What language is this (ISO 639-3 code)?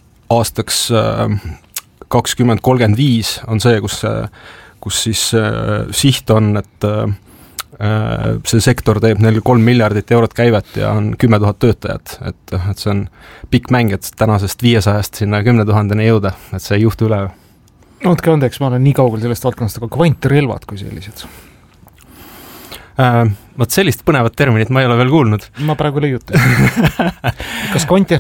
est